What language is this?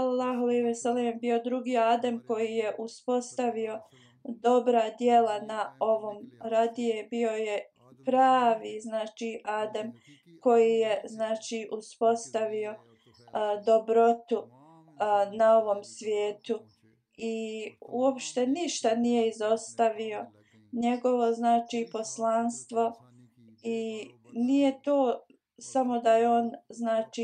Bosnian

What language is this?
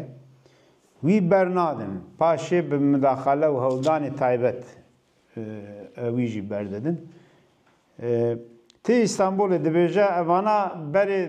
Kurdish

